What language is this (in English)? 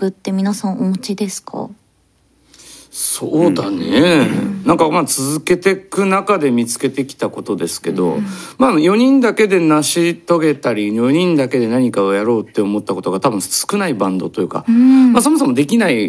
Japanese